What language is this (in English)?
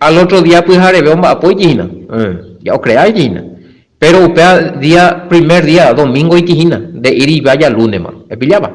Guarani